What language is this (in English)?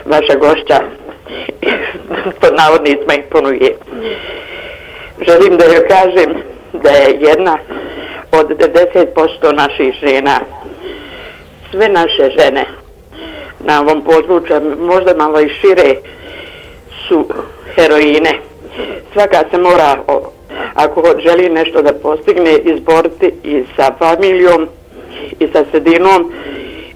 Bosnian